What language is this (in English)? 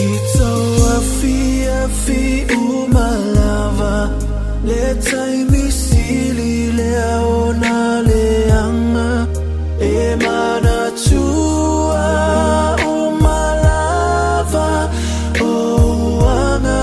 Samoan